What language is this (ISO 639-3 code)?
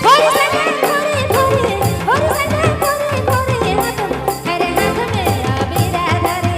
sck